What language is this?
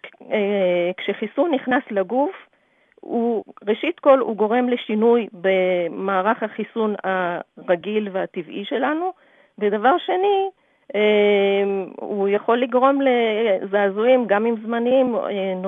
Hebrew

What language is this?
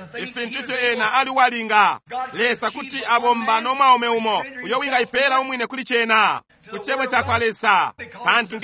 Bemba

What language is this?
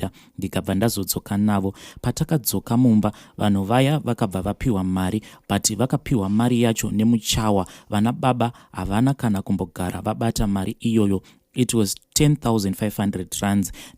Shona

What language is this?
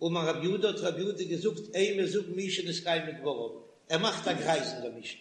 Yiddish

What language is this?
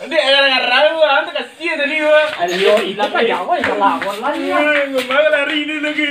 Minangkabau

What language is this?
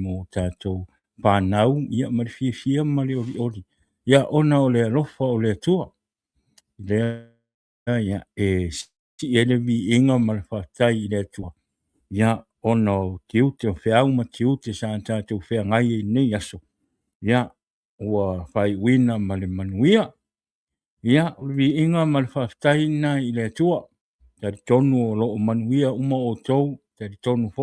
Samoan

